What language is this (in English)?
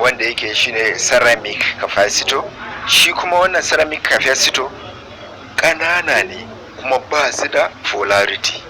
Hausa